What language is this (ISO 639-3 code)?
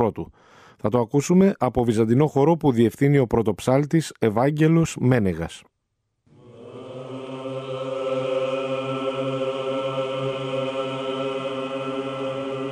ell